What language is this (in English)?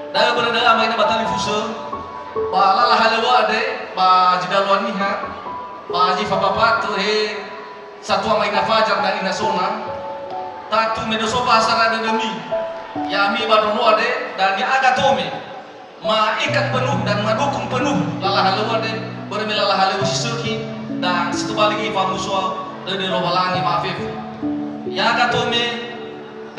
Nias